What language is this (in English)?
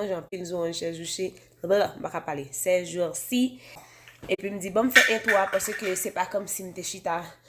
Haitian Creole